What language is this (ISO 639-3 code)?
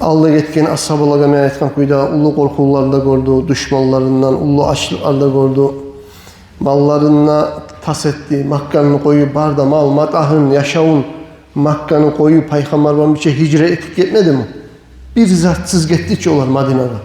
kum